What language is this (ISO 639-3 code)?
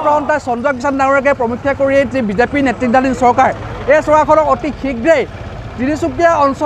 asm